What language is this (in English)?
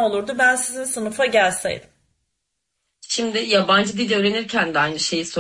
Turkish